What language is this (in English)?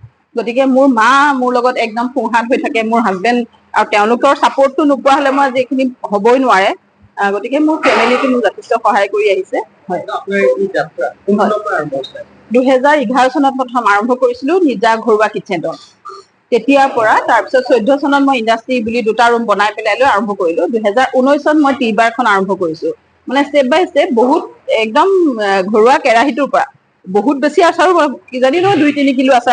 Assamese